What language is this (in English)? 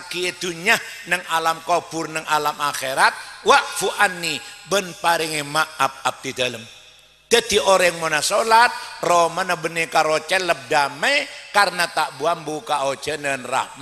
Madurese